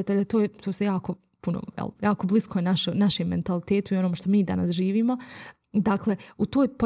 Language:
Bosnian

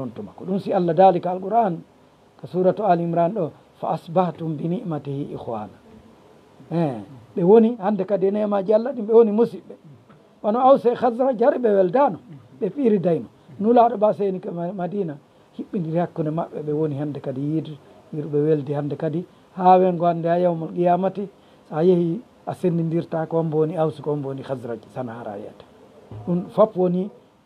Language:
Fula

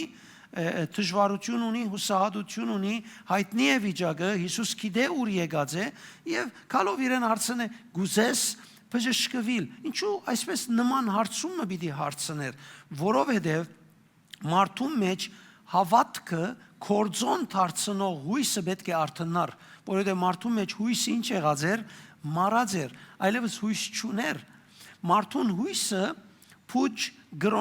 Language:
Western Armenian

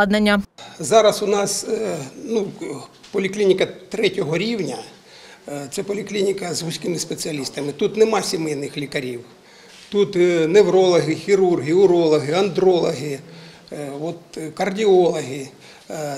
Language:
Ukrainian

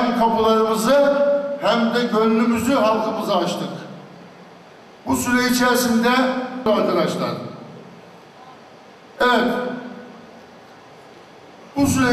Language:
Turkish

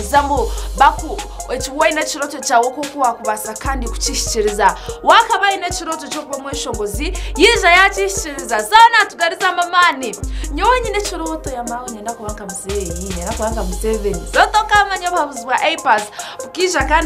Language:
Kinyarwanda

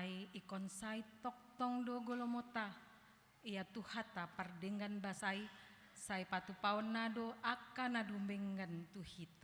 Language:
Batak Toba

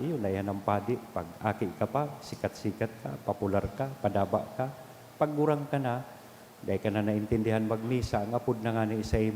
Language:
Bikol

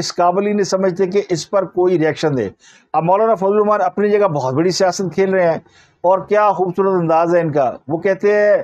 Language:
Urdu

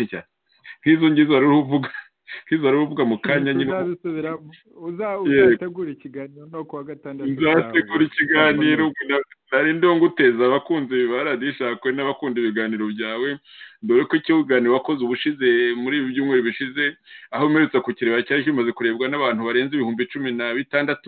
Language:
Kinyarwanda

